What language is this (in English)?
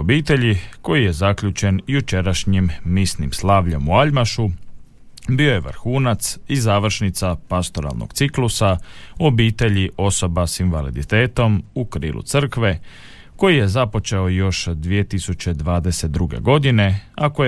Croatian